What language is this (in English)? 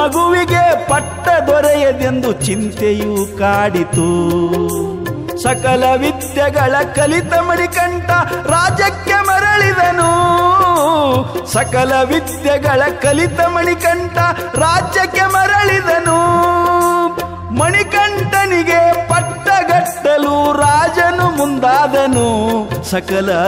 Kannada